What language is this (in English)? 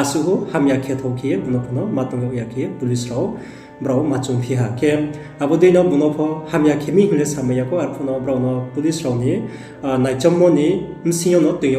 Riang (India)